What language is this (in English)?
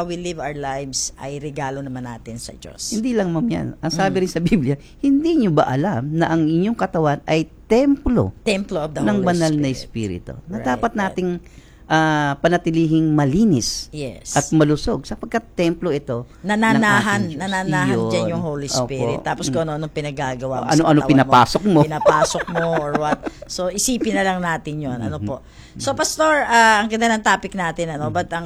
Filipino